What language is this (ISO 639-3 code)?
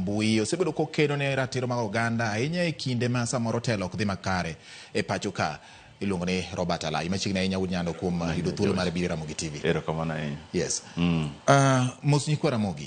luo